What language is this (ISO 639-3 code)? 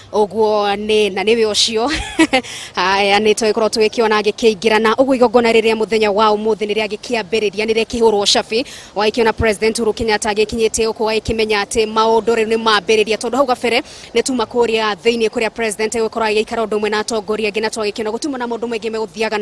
kik